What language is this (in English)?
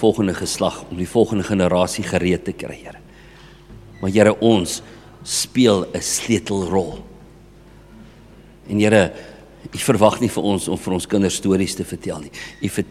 Afrikaans